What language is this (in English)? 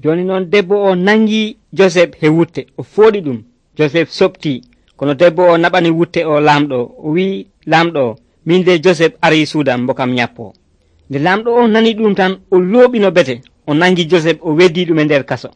Nigerian Fulfulde